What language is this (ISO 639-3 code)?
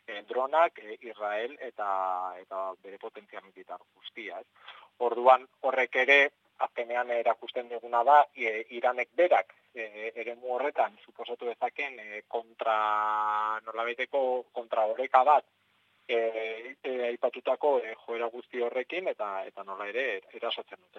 eus